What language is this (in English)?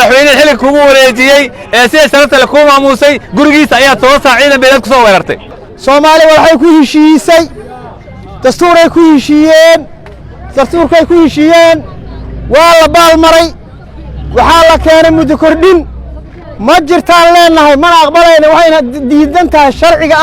Somali